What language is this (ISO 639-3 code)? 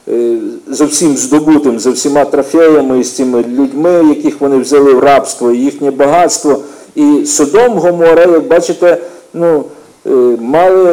ukr